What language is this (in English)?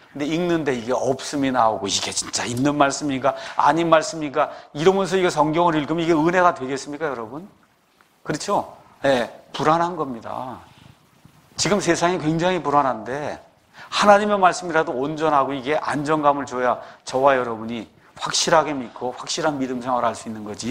Korean